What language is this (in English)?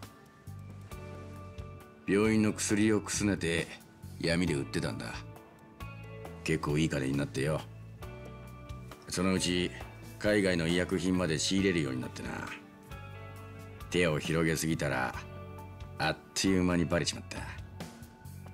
Japanese